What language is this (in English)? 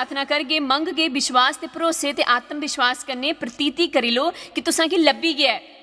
Dogri